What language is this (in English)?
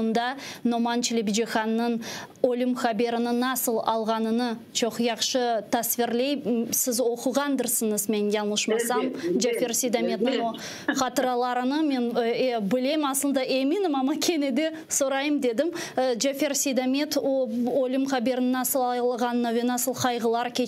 Crimean Tatar